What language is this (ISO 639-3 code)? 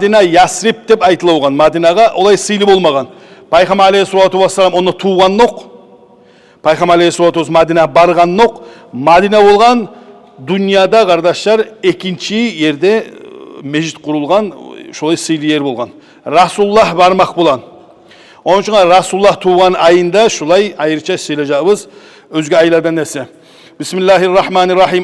kum